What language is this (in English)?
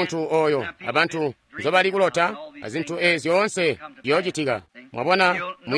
Tonga (Zambia)